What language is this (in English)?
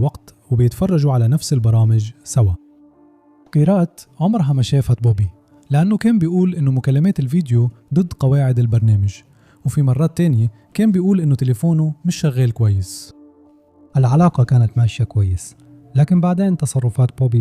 Egyptian Arabic